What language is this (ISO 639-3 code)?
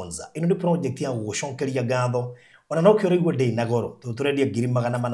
kik